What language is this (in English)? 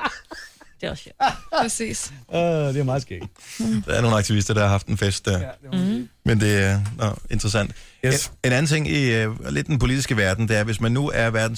Danish